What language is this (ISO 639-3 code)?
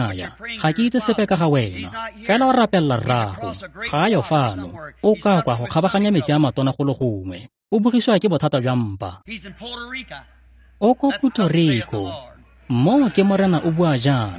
tsn